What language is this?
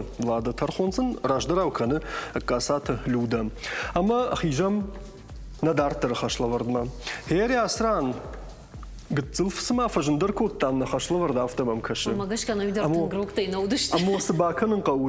Ossetic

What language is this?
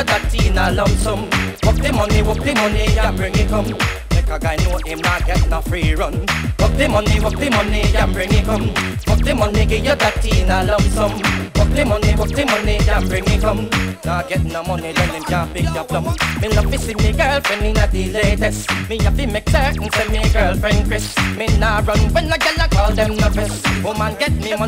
Jamaican Creole English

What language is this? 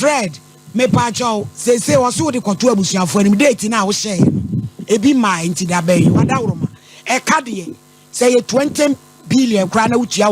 Akan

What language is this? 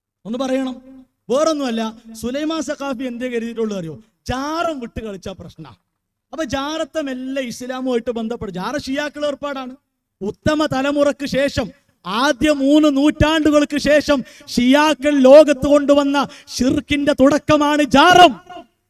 Malayalam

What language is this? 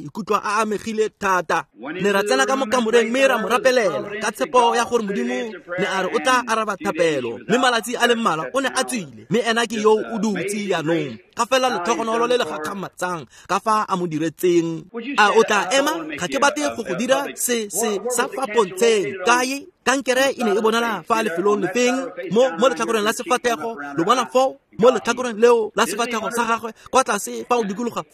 Tswana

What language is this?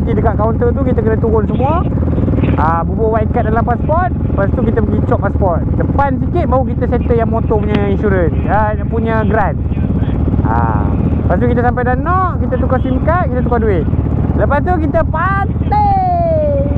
Malay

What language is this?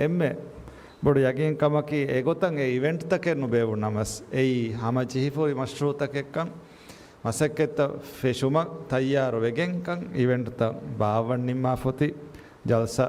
Divehi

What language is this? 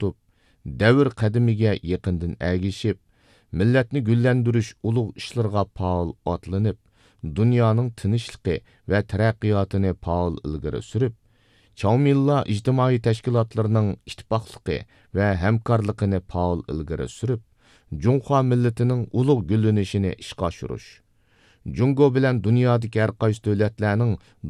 Uyghur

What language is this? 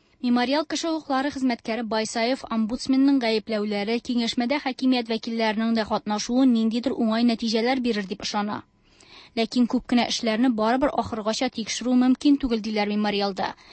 Tatar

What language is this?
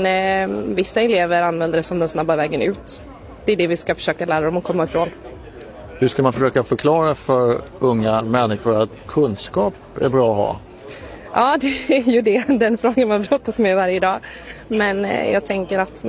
Swedish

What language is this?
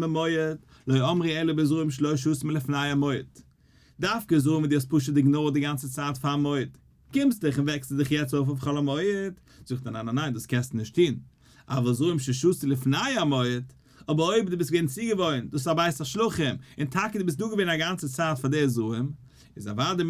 Yiddish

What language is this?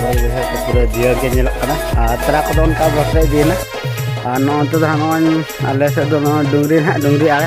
Santali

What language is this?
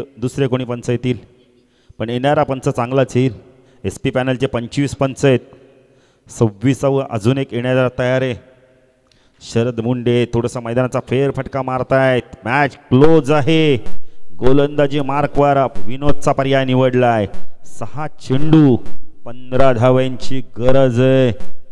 Marathi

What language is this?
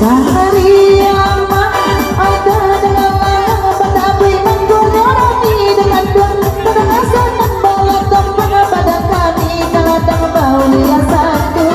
Minangkabau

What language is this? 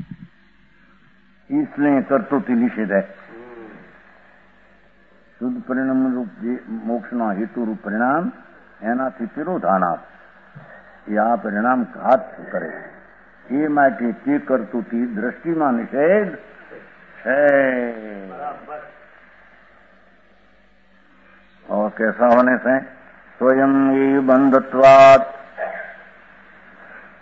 Gujarati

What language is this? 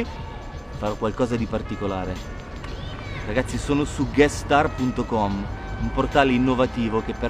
Italian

